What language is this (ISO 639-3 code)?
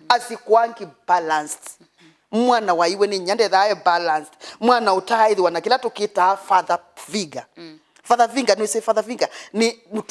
kam